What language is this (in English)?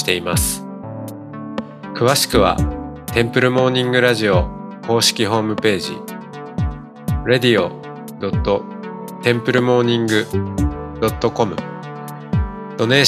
Japanese